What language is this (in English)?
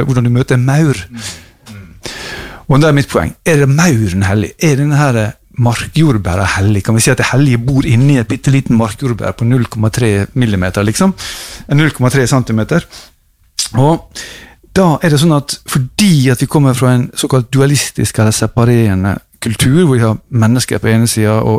Norwegian